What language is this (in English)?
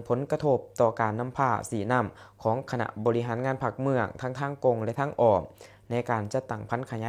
Lao